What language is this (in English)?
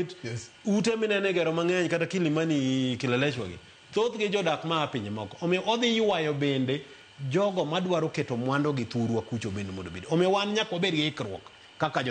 Luo (Kenya and Tanzania)